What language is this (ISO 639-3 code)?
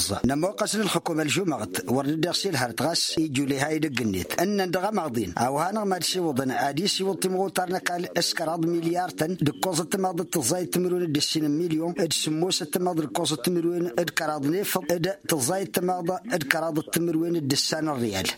taq